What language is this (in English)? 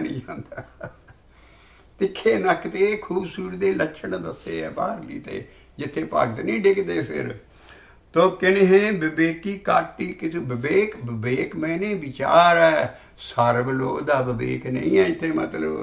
Punjabi